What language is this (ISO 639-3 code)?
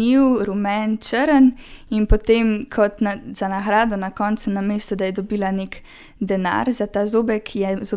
slv